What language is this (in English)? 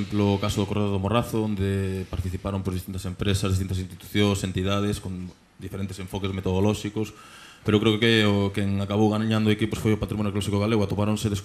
Galician